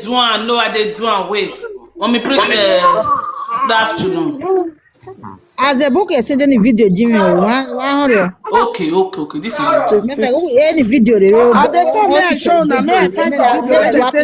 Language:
Nigerian Pidgin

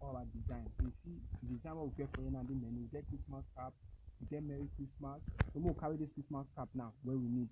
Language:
Nigerian Pidgin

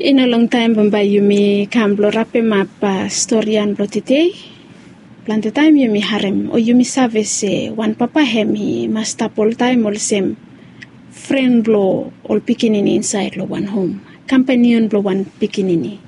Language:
Bislama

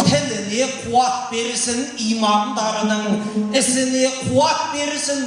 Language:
Kazakh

